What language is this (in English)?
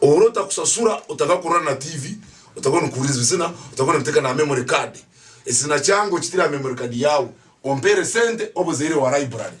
Tooro